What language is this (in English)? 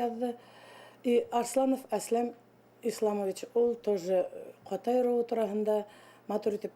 Bashkir